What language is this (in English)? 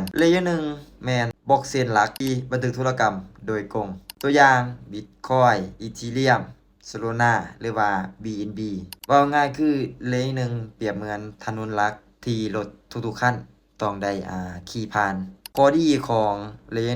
Lao